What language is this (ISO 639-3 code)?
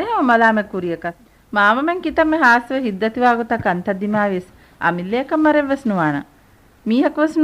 div